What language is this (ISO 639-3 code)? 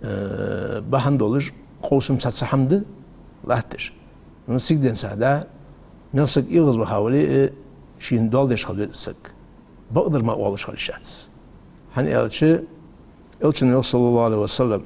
inh